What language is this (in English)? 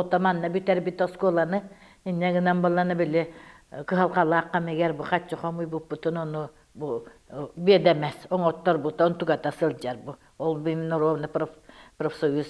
Yakut